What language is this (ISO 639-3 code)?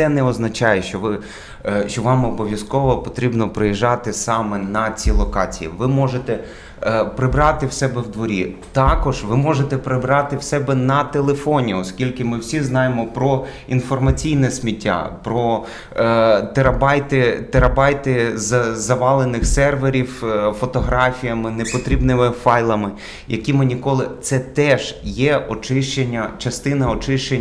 ukr